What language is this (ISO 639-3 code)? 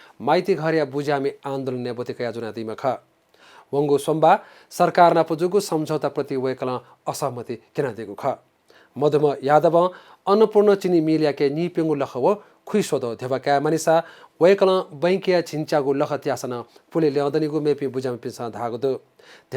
new